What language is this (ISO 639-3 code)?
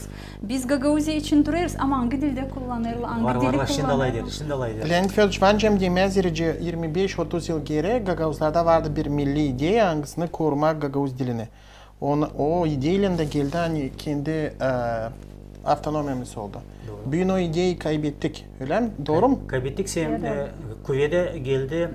gag